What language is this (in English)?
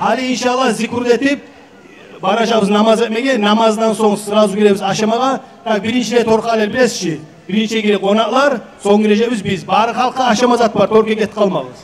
Kumyk